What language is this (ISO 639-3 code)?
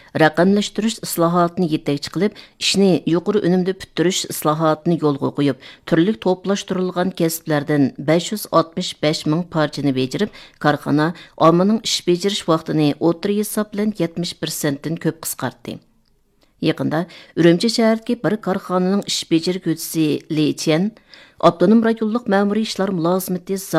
uig